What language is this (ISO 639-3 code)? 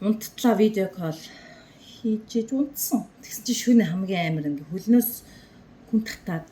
mon